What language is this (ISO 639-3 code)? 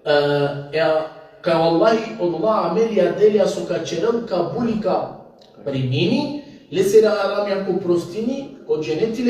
rmn